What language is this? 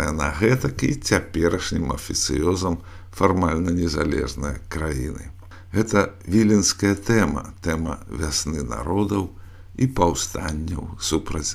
Belarusian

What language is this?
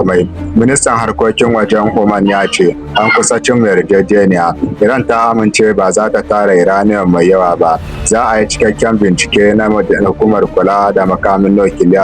Hausa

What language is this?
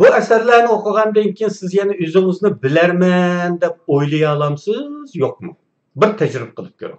Uyghur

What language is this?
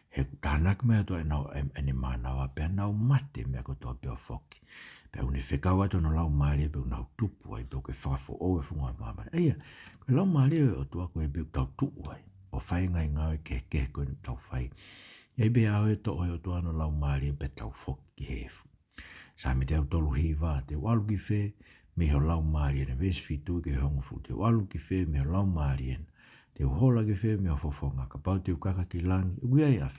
Tongan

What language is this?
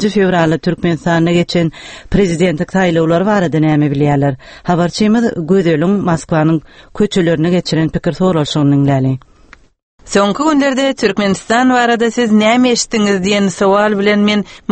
Turkmen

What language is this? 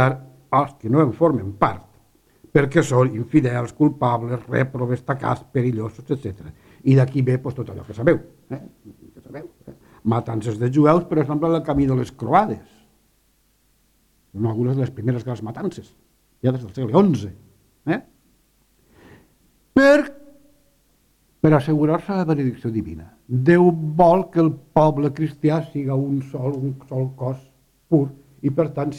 Catalan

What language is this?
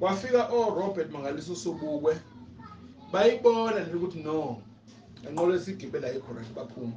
Zulu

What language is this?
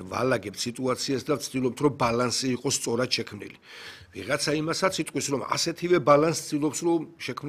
Georgian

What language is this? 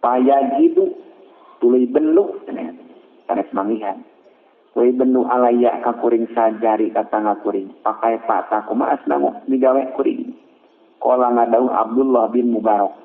Sundanese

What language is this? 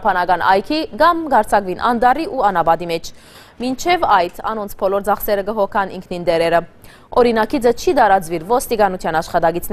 Western Armenian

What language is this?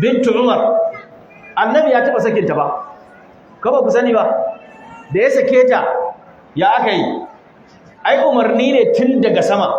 Hausa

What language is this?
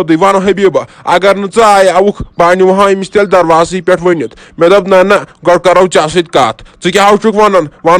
Kashmiri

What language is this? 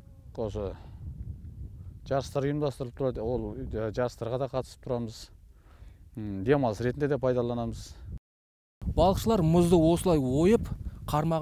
Kazakh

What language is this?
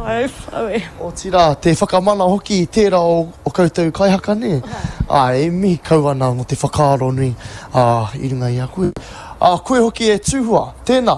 Māori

